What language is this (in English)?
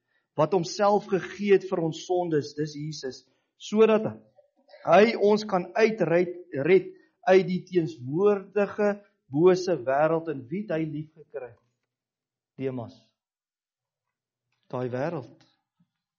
Afrikaans